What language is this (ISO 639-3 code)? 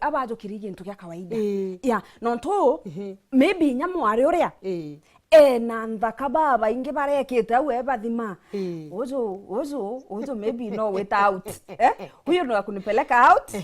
mer